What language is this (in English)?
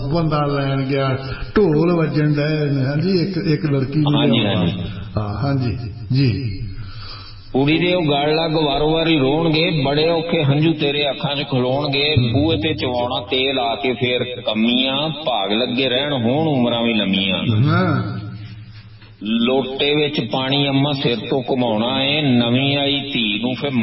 Punjabi